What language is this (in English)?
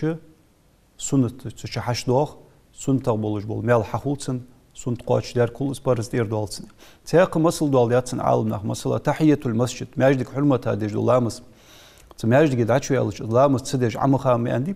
Ingush